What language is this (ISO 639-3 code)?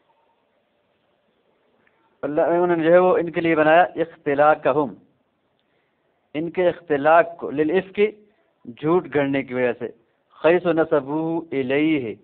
urd